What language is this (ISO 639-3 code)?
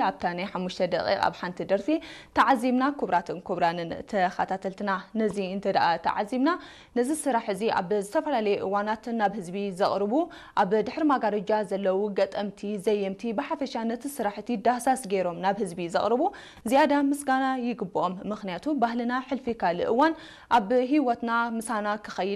tir